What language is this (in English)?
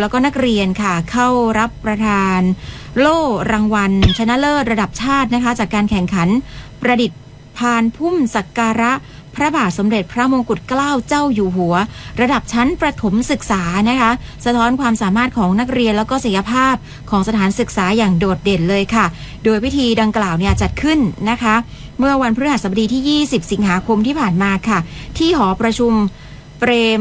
Thai